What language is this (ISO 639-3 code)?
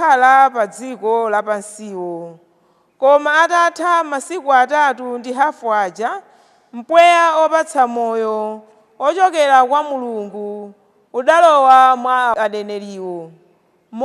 nya